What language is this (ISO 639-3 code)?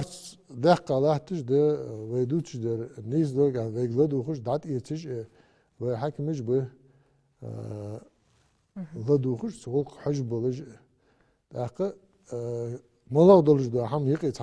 inh